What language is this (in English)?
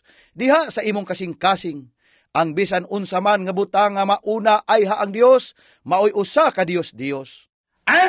Cebuano